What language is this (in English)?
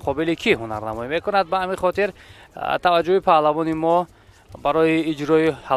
Tajik